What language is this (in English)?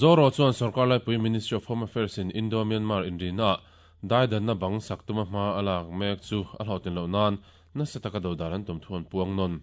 Mizo